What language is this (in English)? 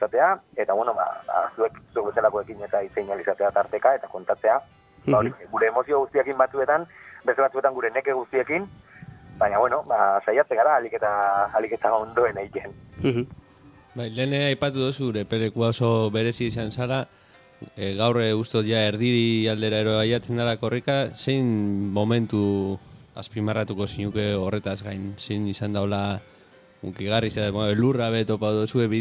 Basque